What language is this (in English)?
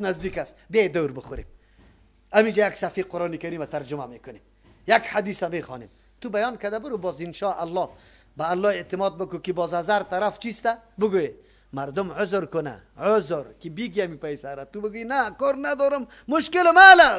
Persian